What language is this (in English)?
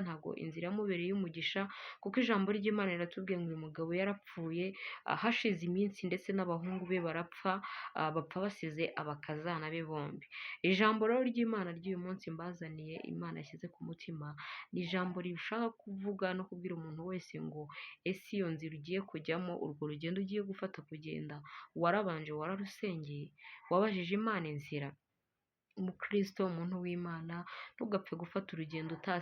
Kinyarwanda